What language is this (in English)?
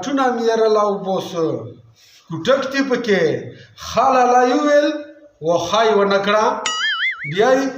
Pashto